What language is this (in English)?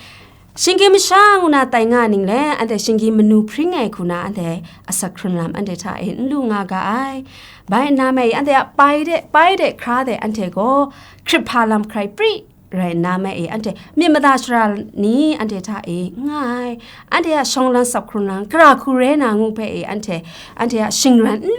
Kachin